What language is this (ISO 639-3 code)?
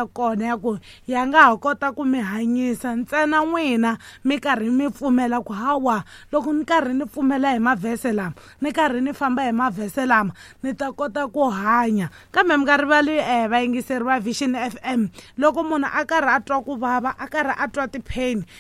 tso